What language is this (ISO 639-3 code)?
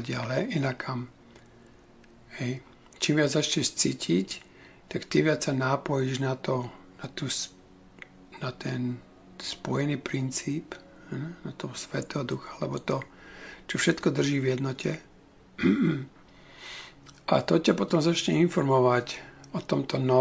slk